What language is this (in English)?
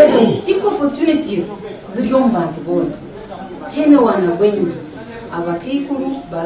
Nyankole